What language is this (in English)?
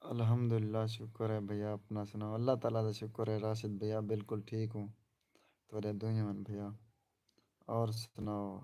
Saraiki